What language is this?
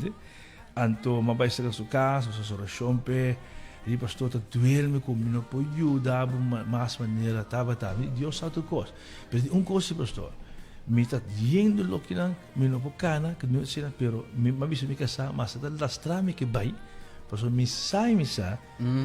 Papiamento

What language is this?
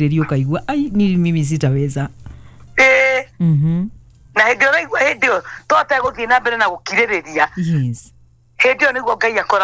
Kikuyu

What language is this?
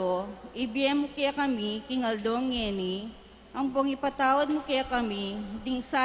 Pampanga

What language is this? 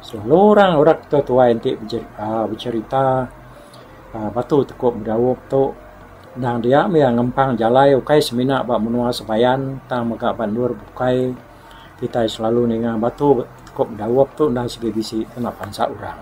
Iban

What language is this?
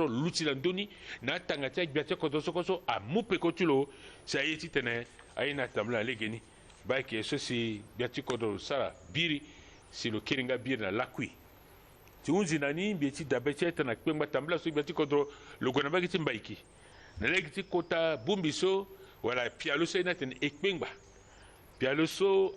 Sango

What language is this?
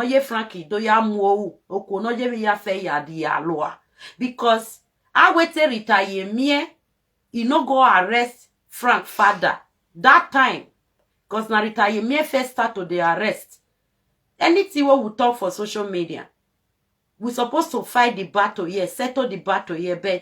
Nigerian Pidgin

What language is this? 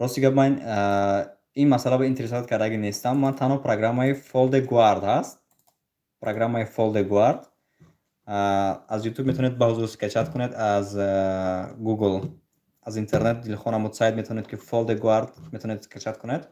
Tajik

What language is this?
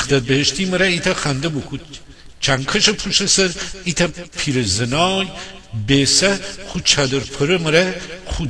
Gilaki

